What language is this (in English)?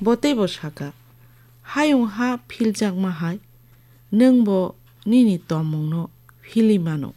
Kok Borok